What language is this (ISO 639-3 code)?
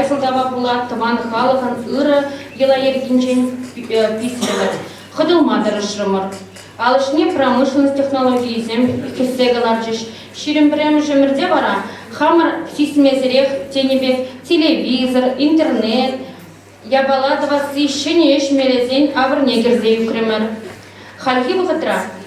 chv